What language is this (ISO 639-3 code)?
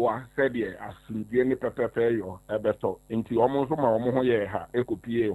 aka